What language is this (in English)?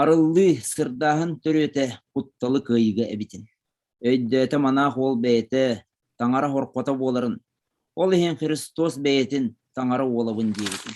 Yakut